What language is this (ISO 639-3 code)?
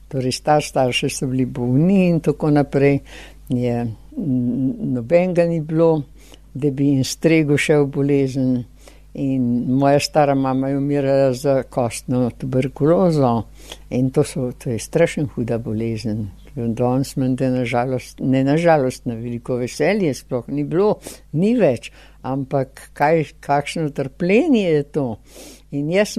slv